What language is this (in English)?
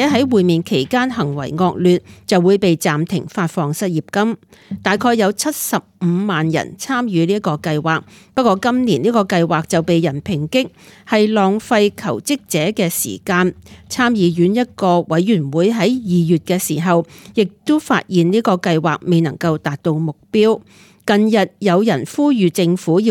Cantonese